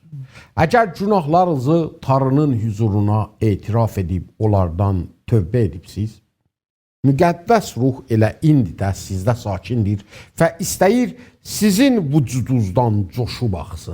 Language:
South Azerbaijani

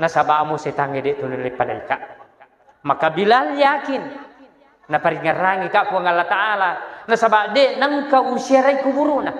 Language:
Buginese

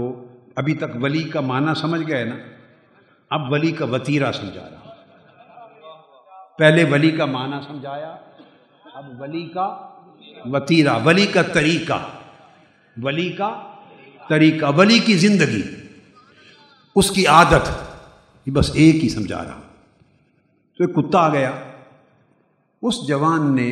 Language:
Urdu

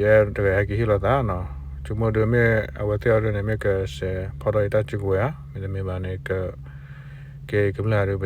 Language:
S'gaw Karen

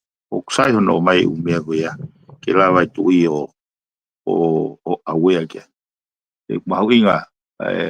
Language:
Tongan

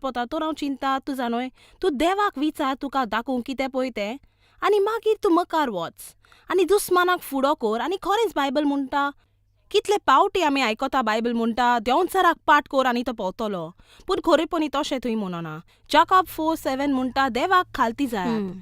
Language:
Konkani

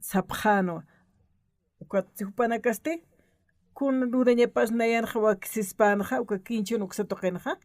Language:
Aymara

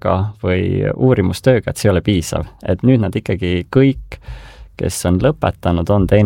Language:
Estonian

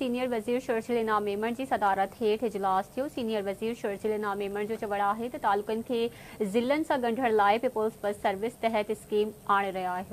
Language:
Sindhi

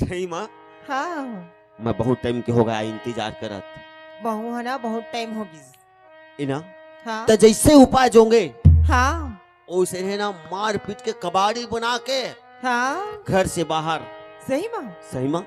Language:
Chhattisgarhi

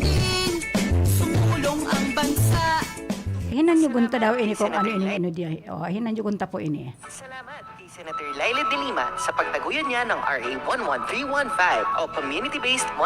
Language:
Bikol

